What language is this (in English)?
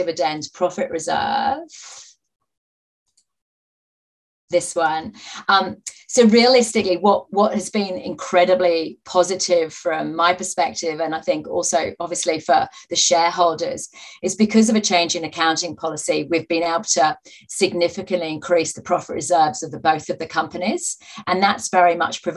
English